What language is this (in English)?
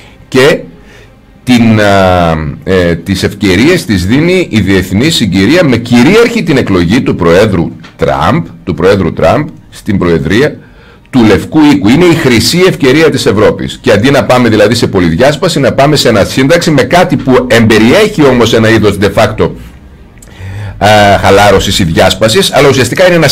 Greek